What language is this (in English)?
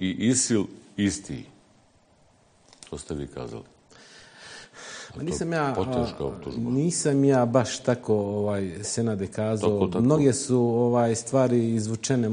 Bosnian